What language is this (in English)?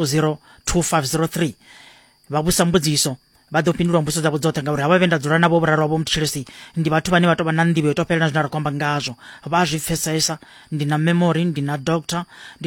Venda